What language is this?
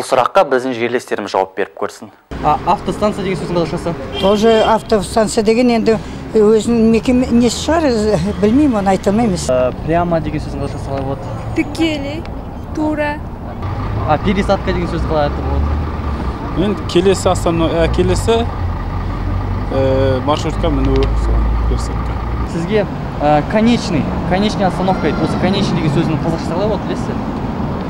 Kazakh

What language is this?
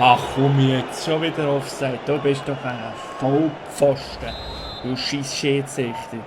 Swiss German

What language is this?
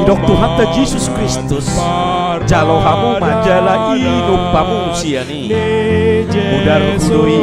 Batak Toba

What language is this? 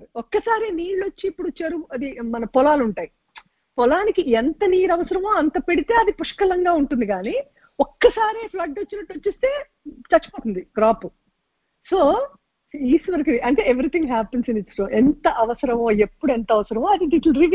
Telugu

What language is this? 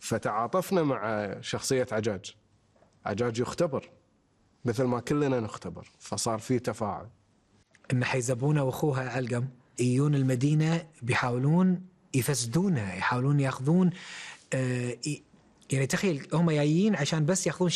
Gulf Arabic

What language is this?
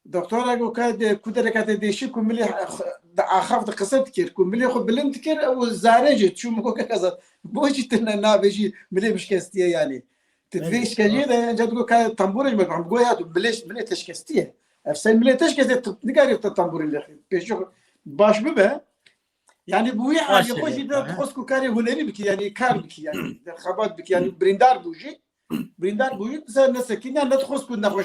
Kurdish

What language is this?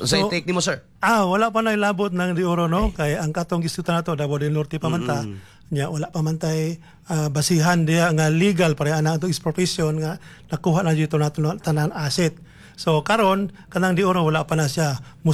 Cebuano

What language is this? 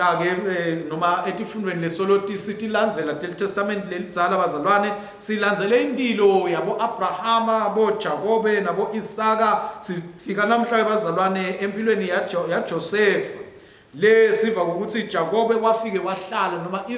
Swati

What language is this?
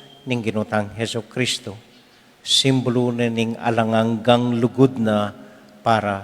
Pampanga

